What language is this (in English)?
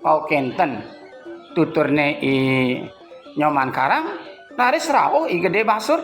Balinese